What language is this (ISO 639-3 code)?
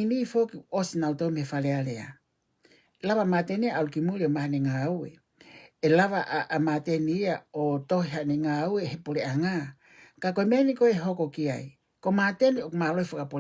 ton